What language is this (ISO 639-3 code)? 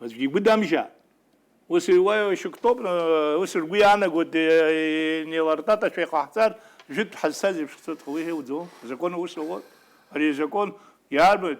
abk